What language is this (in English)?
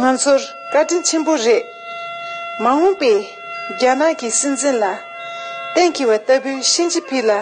Tibetan